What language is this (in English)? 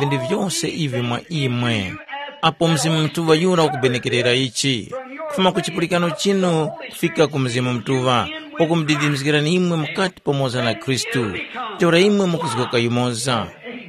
Tumbuka